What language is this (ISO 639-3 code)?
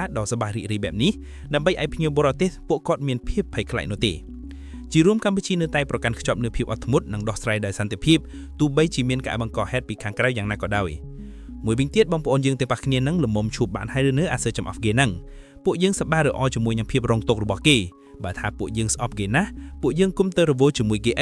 khm